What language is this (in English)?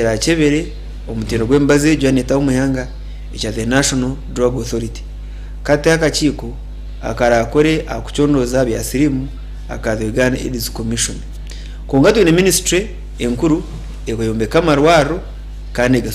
Nyankole